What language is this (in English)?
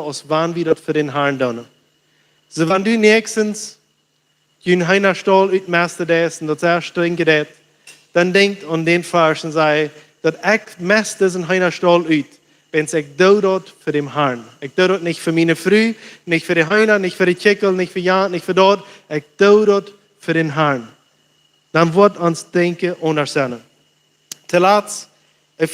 Plautdietsch